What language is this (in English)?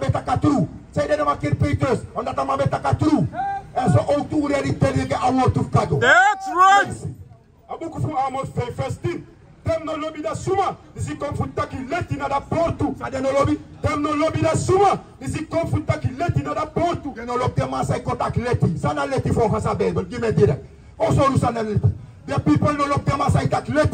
Sranan Tongo